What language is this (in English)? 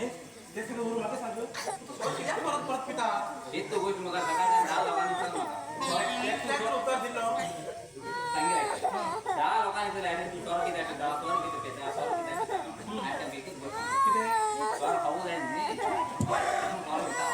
Konkani